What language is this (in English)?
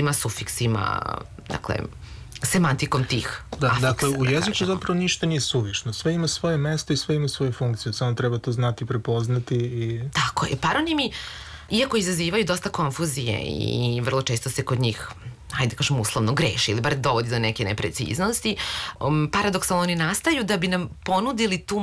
Serbian